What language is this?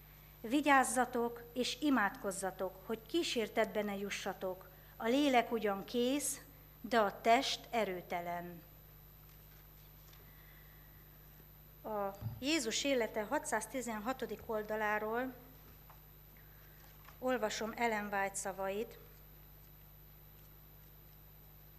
Hungarian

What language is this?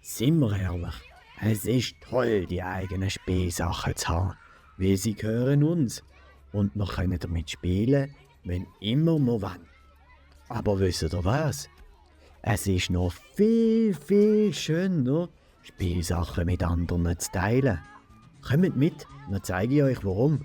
Swiss German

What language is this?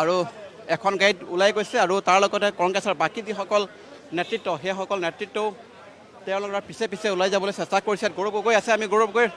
Assamese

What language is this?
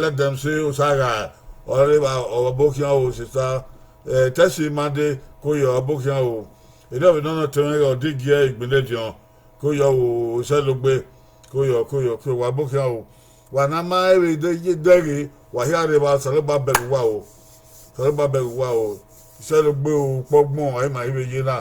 Bini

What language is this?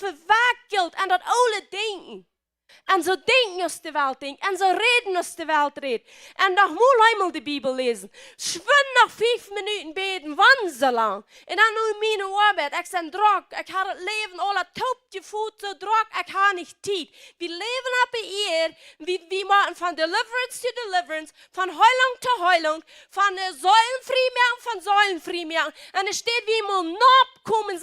Plautdietsch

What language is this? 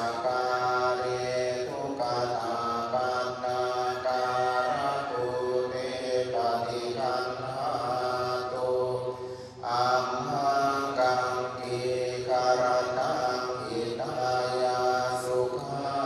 Pali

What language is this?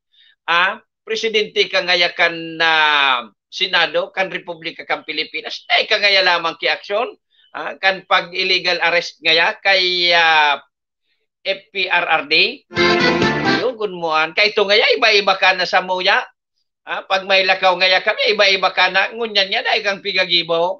Bikol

